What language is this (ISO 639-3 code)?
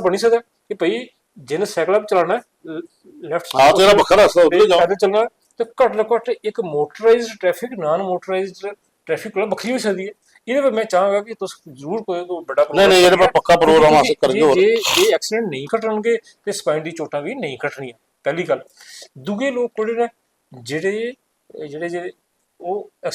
doi